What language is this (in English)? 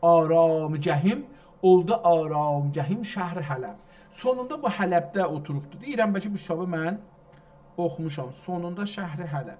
South Azerbaijani